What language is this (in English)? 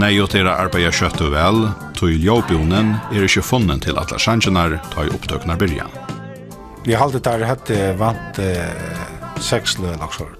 Faroese